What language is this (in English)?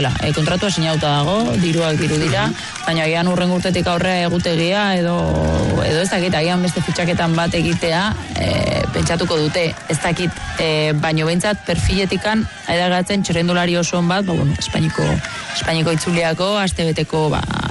Basque